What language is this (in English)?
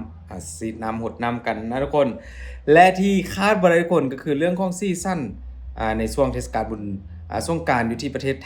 Lao